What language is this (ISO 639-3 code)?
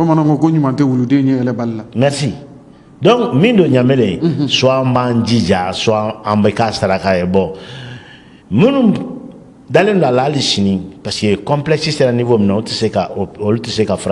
bam